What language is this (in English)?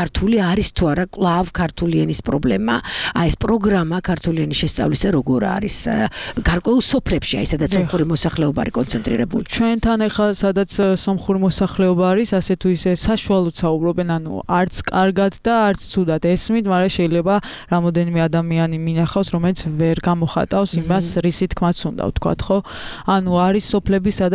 Georgian